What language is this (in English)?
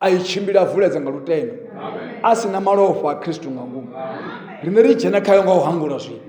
Venda